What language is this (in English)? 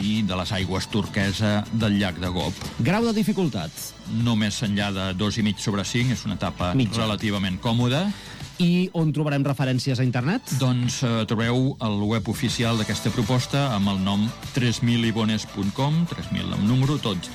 Catalan